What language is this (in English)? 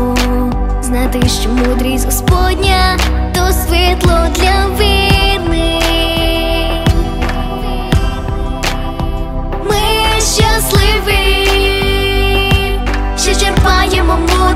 Ukrainian